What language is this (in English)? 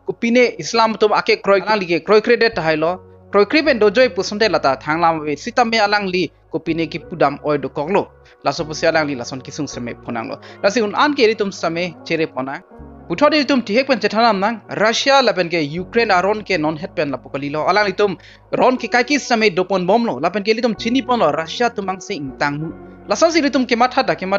Karbi